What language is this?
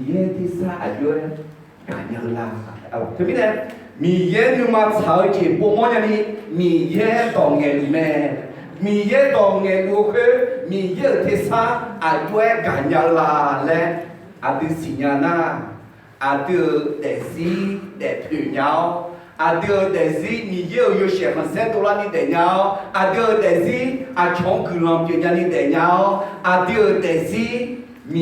Akha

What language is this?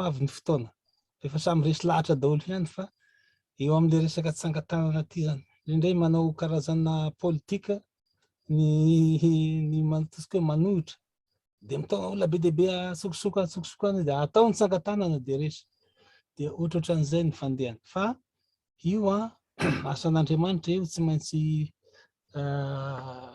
Malagasy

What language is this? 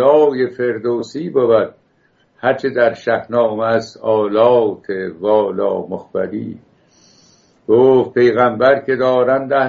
Persian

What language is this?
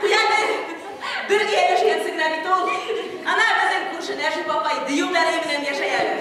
Bashkir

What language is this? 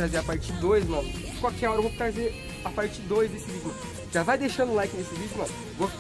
Portuguese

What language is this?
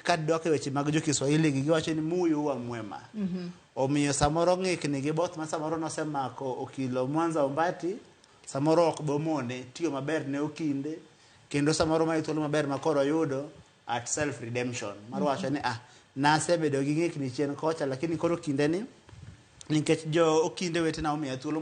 Luo (Kenya and Tanzania)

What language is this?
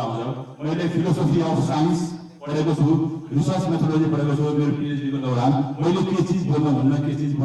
Nepali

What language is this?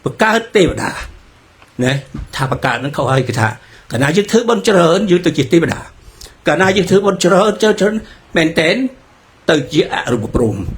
Khmer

